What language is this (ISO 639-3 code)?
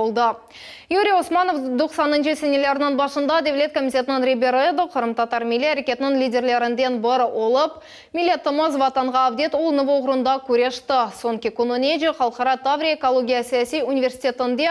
crh